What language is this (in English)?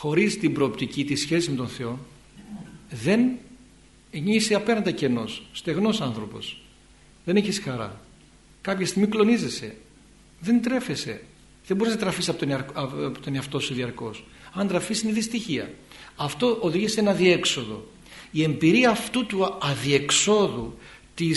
Greek